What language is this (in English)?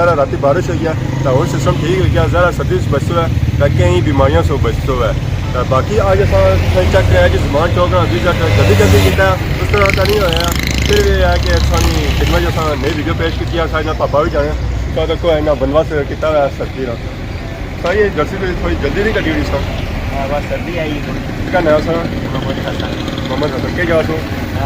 Pahari-Potwari